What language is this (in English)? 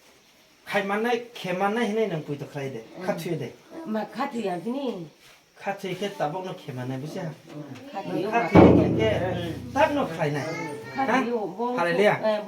Kok Borok